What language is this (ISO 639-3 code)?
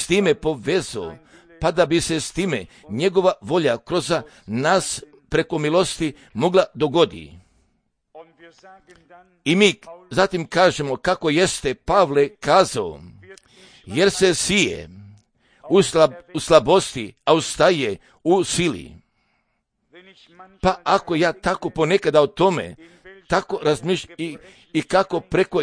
hrv